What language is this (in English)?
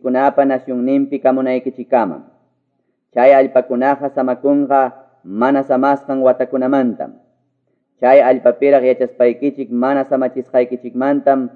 Quechua